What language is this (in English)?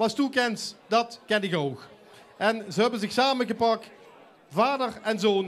Limburgish